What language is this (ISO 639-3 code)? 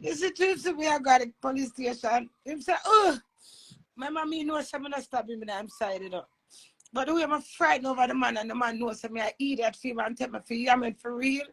jam